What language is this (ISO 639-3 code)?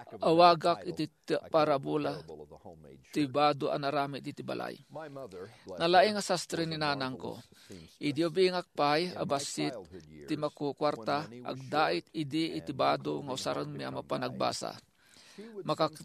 ilo